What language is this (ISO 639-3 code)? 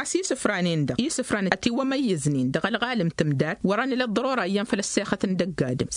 taq